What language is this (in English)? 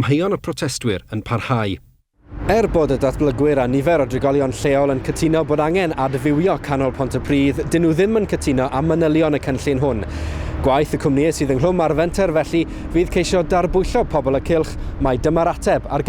Welsh